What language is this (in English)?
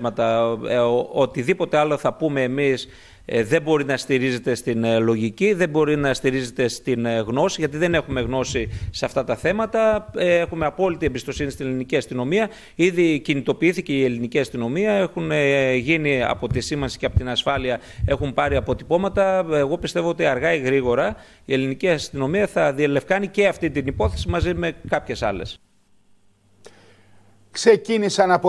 Greek